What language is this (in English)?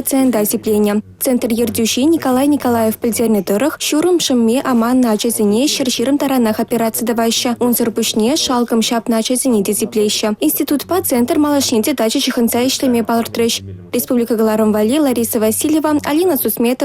Chuvash